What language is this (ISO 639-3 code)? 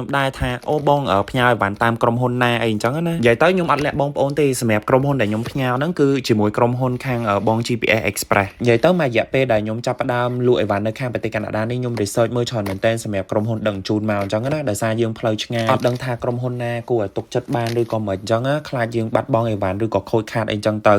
khm